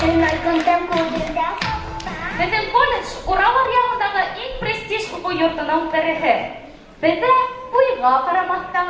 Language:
Bashkir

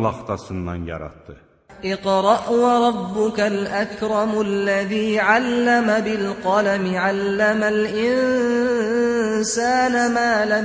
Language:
Azerbaijani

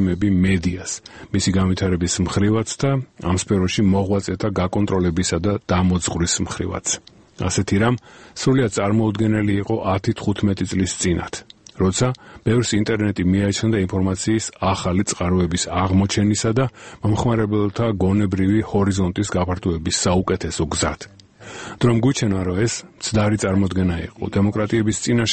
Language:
Georgian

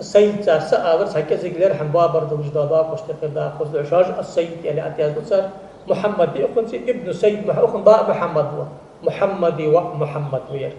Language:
Ingush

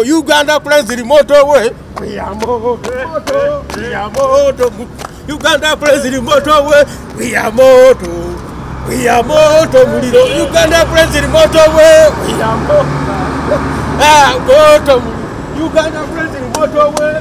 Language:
Ganda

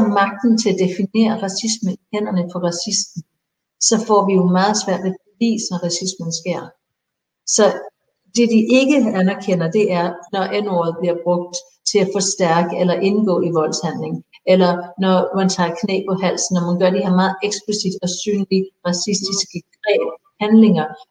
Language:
Danish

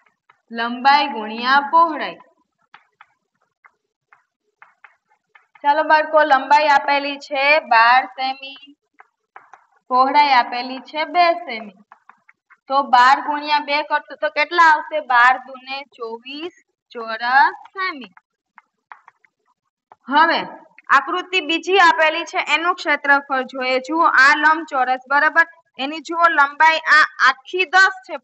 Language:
Gujarati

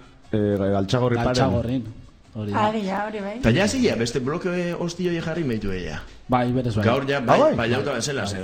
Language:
Basque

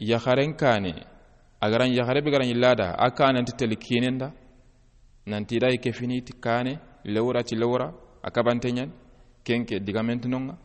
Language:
Soninke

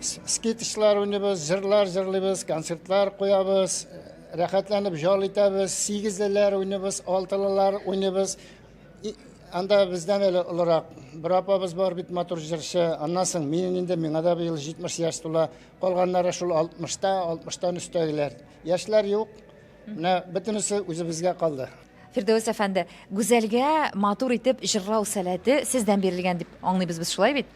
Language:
Tatar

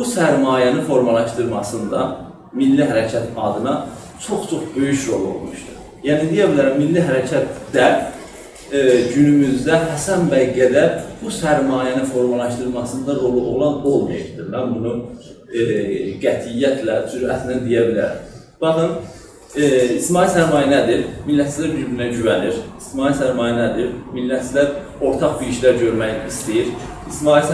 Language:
South Azerbaijani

